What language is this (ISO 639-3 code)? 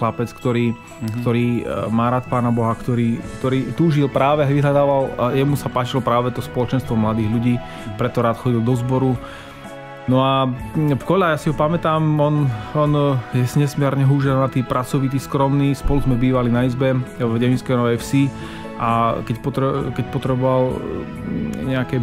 slk